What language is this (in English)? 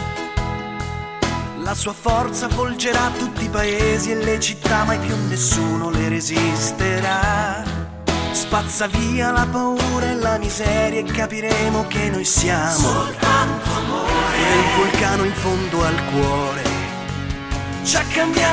Italian